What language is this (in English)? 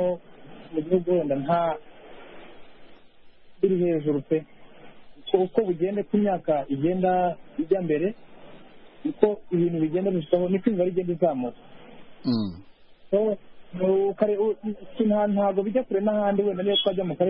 Kinyarwanda